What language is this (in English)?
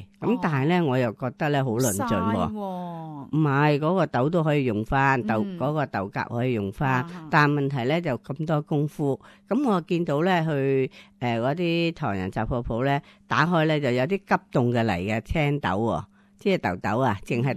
Cantonese